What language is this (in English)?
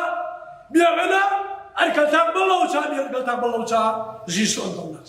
Hakha Chin